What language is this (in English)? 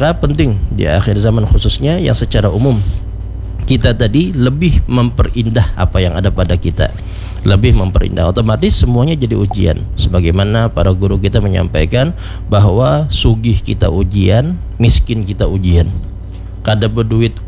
Banjar